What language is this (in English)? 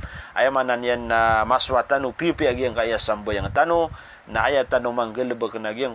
Maranao